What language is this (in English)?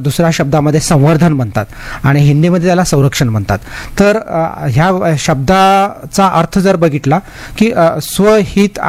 Marathi